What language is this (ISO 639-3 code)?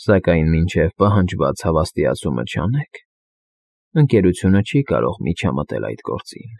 hye